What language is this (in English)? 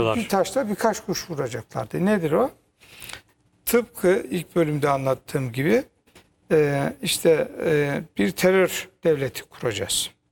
Turkish